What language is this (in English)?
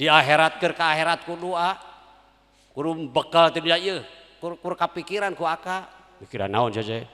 Sundanese